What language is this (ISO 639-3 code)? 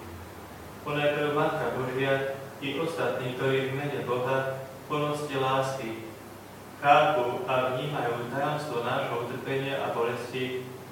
slk